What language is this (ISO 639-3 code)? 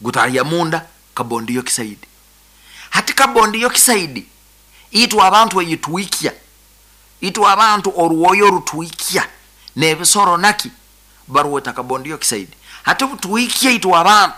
nyo